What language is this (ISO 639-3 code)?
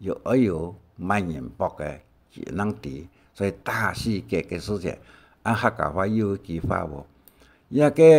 hak